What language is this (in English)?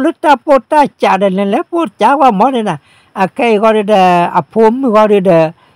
S'gaw Karen